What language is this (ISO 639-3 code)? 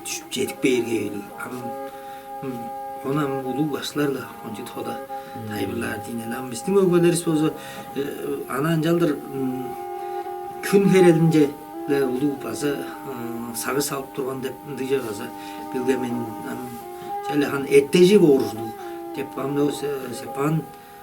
tyv